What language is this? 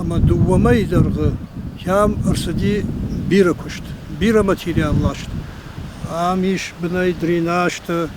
Ossetic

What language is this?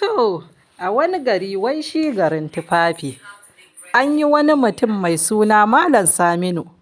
Hausa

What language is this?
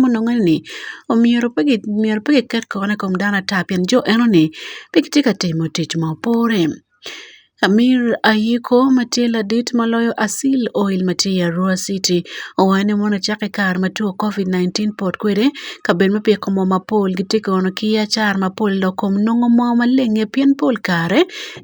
Acoli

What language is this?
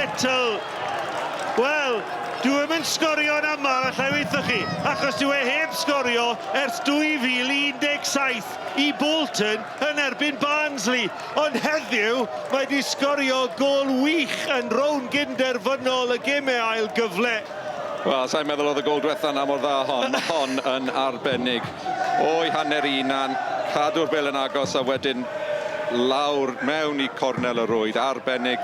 Welsh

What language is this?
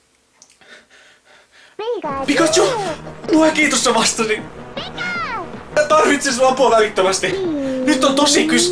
Finnish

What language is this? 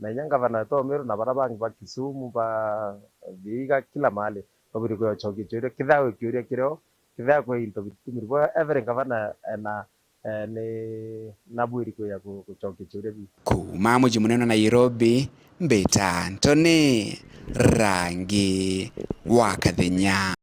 Meru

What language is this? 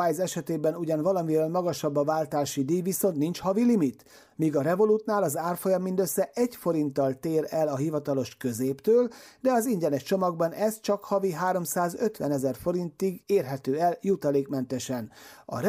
Hungarian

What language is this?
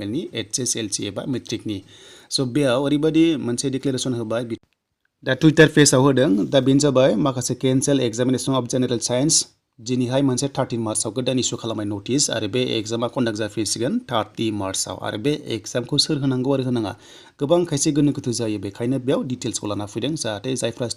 Bodo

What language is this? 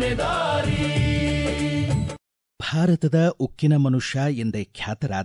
Kannada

